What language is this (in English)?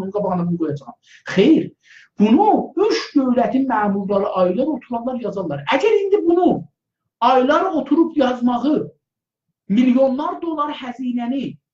South Azerbaijani